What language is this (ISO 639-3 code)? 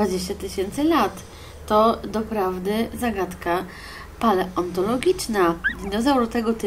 pol